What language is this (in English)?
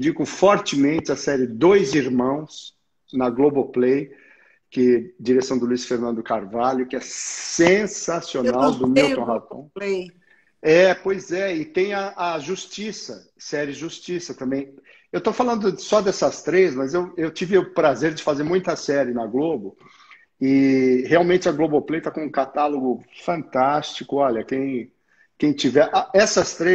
Portuguese